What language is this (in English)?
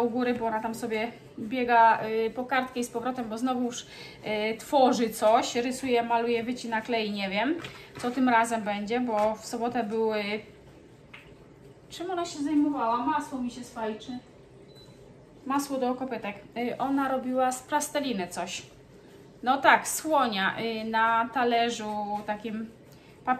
Polish